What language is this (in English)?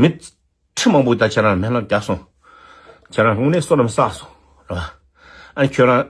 Tibetan